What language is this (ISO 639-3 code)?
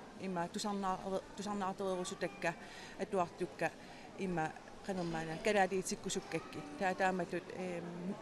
kal